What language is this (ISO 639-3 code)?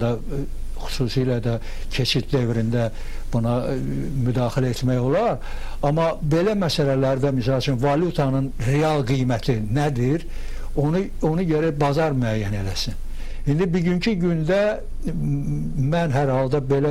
aze